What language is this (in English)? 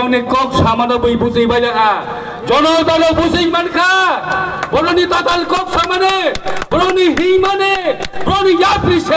Kok Borok